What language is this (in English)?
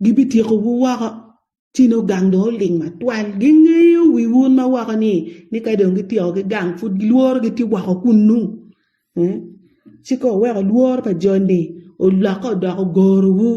Acoli